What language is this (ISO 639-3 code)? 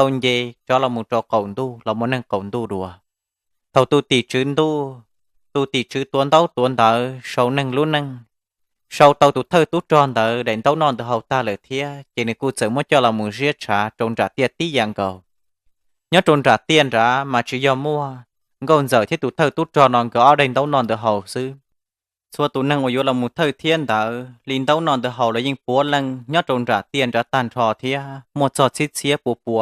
hmn